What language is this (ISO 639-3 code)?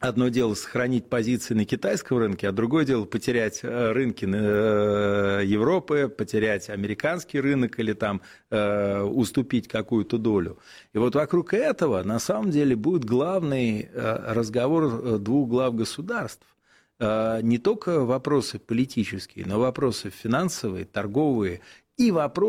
rus